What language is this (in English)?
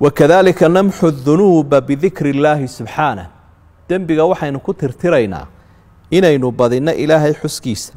Somali